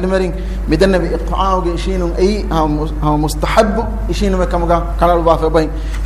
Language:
Divehi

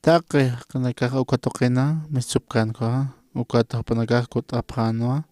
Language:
Aymara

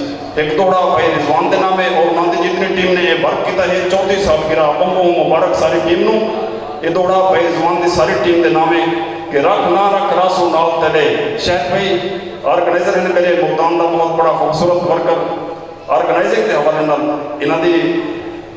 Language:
Saraiki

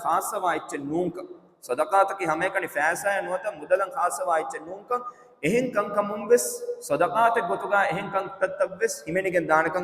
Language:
Divehi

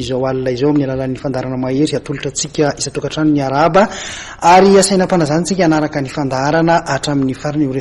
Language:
Malagasy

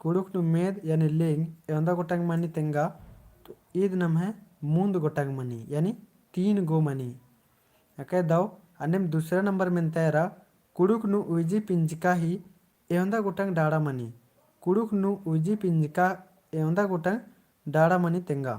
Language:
Kurukh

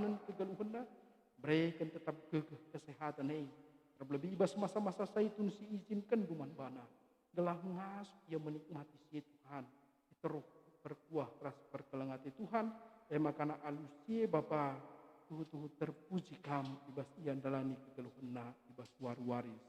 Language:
Batak Karo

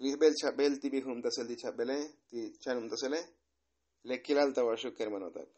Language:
Tzotzil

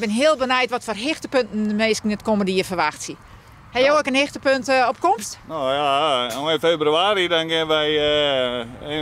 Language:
Western Frisian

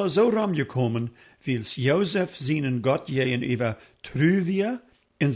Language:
Plautdietsch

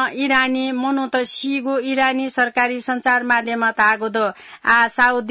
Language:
Newari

